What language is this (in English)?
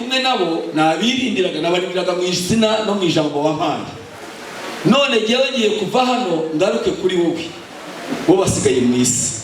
Kinyarwanda